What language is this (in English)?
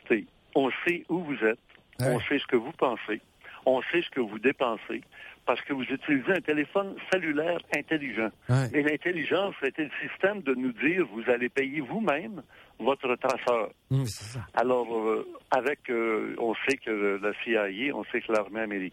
French